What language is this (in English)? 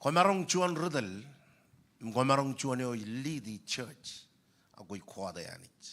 Marshallese